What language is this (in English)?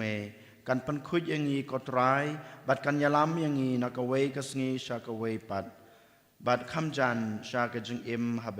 Khasi